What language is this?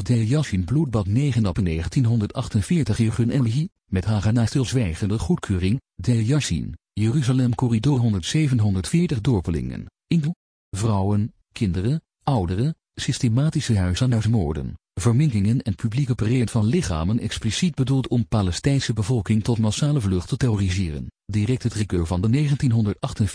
Dutch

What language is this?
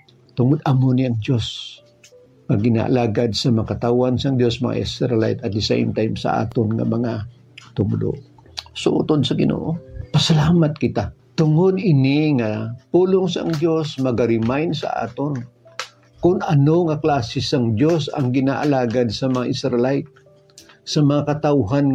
Hiligaynon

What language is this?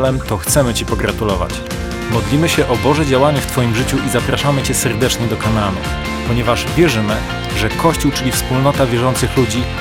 Polish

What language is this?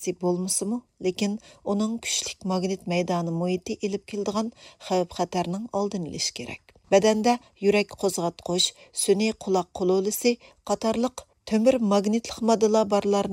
Uyghur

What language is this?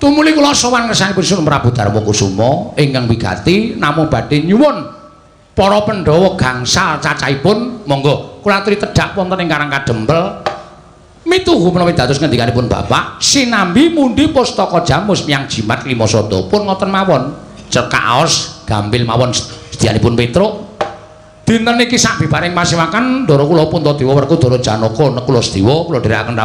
Javanese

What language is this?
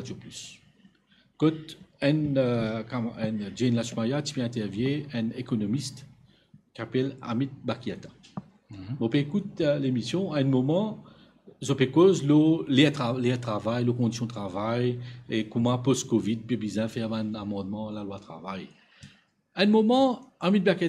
Morisyen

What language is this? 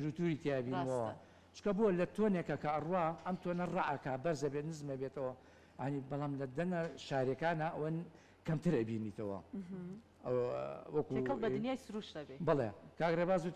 Central Kurdish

